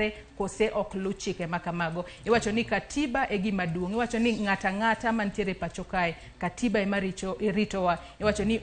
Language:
Luo (Kenya and Tanzania)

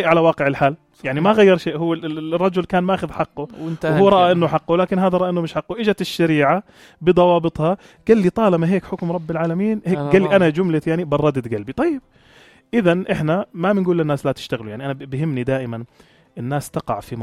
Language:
North Levantine Arabic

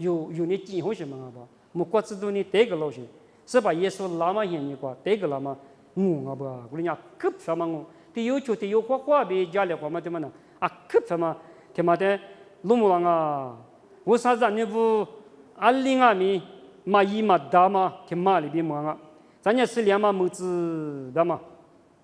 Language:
Lisu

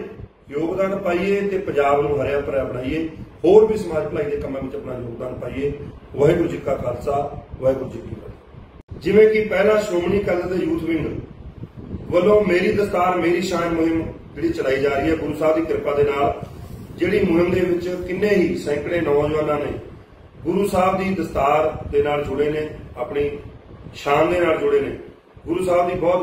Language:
Punjabi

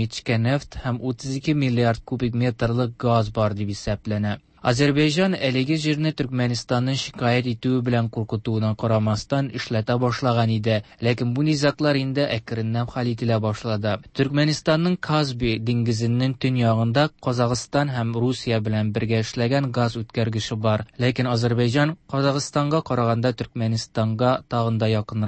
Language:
Tatar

